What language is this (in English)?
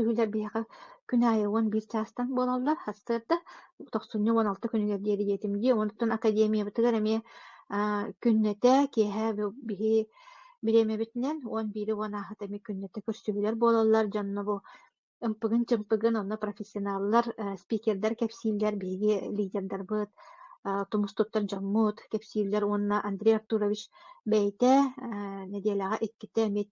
Yakut